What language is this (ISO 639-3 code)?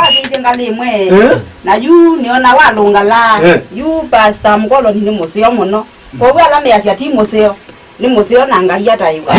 kam